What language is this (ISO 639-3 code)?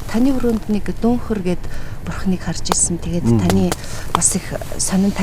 mon